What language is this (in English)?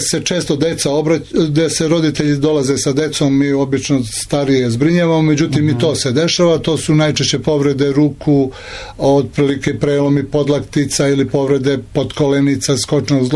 Serbian